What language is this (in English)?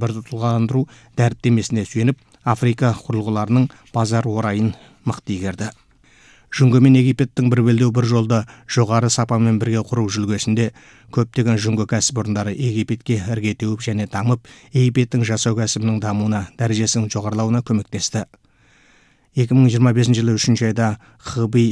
Kazakh